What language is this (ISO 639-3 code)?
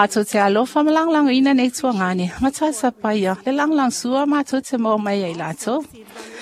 smo